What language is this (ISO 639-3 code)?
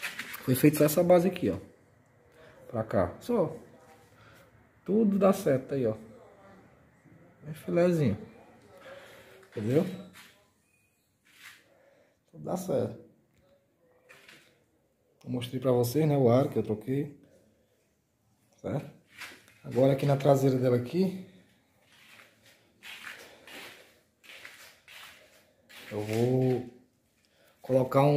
por